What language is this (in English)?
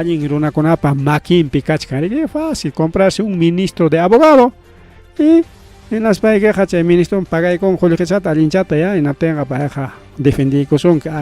Ayacucho Quechua